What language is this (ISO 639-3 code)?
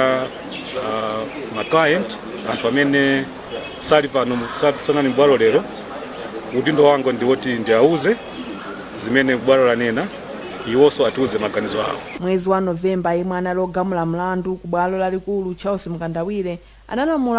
nya